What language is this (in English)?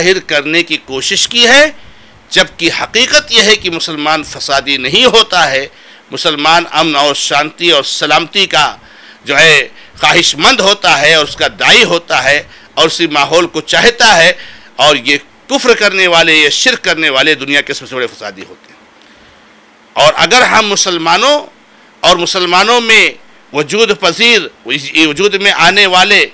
Urdu